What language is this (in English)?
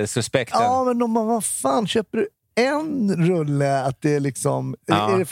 Swedish